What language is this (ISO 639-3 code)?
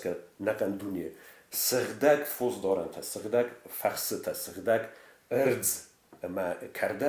oss